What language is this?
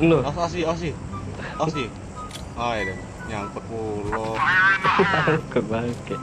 Musi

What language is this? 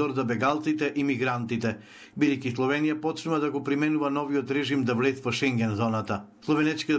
Macedonian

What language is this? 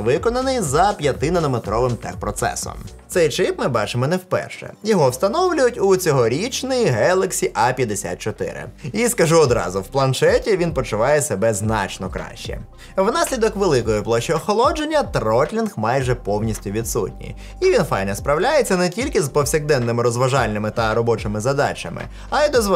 Ukrainian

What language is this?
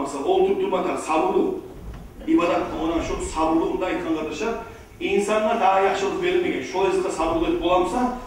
Kumyk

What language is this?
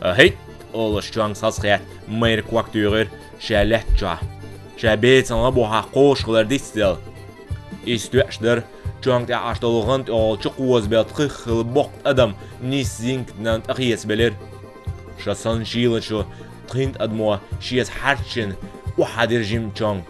Chechen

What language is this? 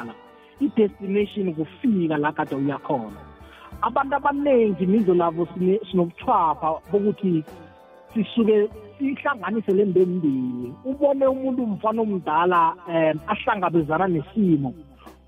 South Ndebele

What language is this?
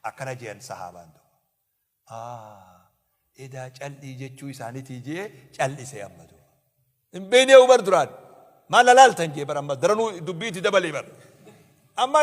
Oromo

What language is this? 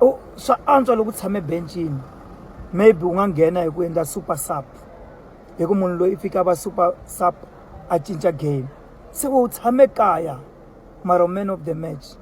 Tsonga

